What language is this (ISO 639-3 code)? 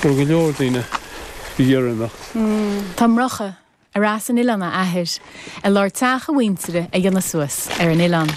gle